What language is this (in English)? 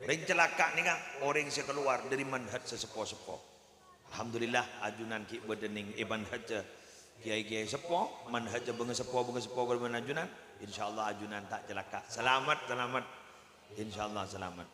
Madurese